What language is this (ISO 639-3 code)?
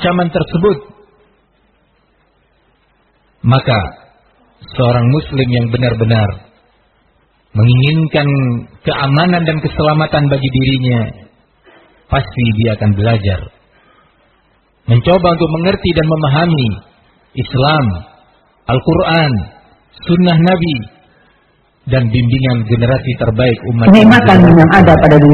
ind